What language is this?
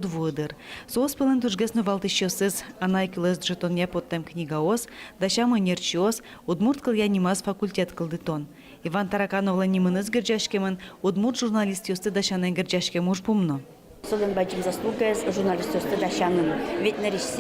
Udmurt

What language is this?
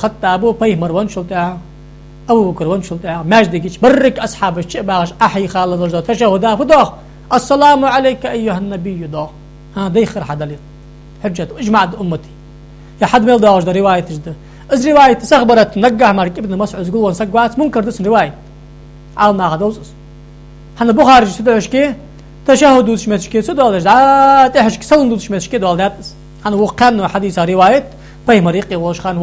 Ingush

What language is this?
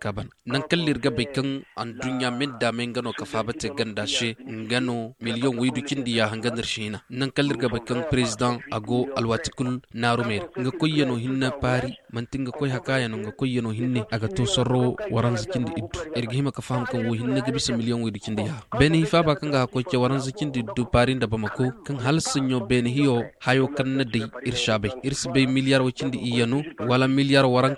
Zarma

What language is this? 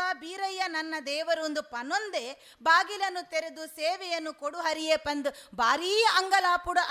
Tulu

